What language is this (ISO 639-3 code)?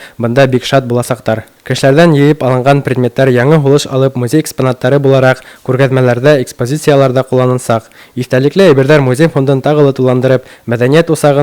bak